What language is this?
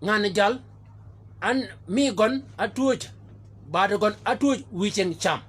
Shilluk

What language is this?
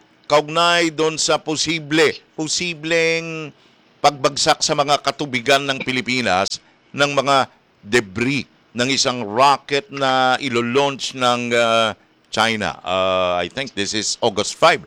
Filipino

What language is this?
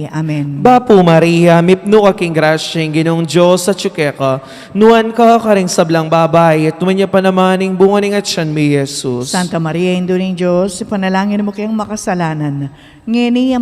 Pampanga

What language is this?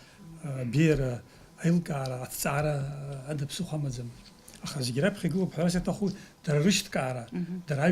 Abkhazian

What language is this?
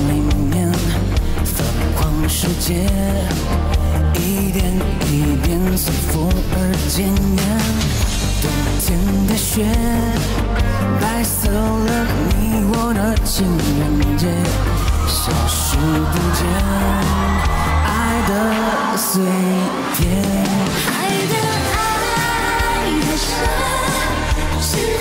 Chinese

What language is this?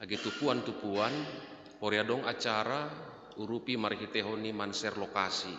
Batak Simalungun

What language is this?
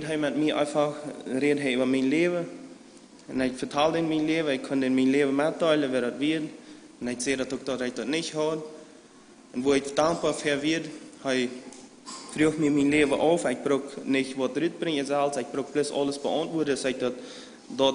Plautdietsch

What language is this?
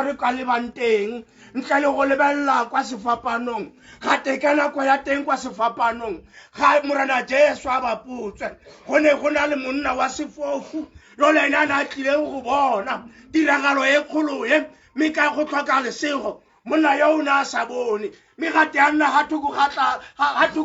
Tswana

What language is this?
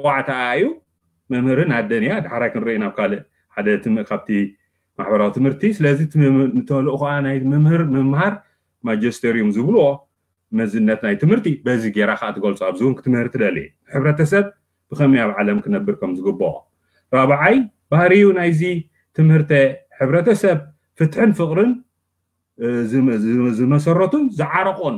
Tigrinya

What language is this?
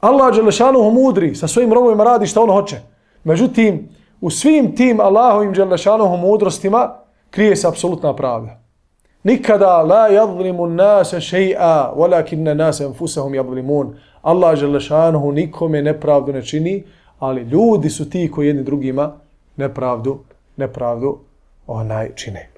Bosnian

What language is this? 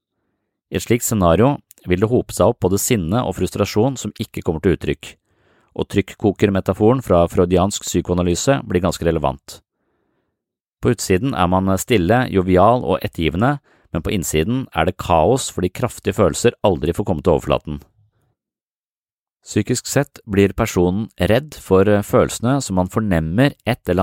Norwegian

